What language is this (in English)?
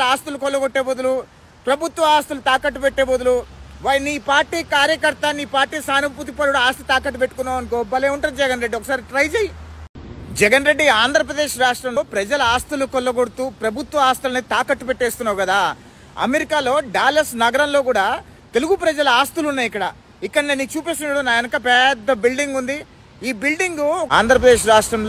Telugu